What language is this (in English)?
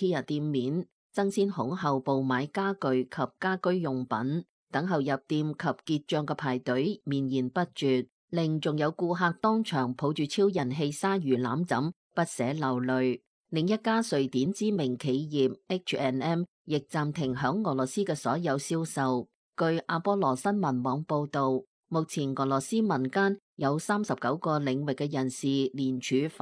Cantonese